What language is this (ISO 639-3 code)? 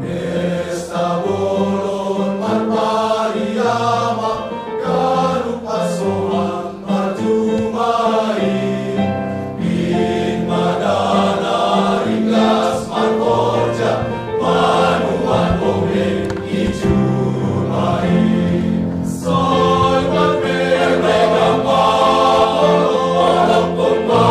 bts